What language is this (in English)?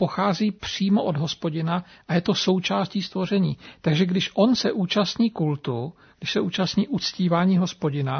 Czech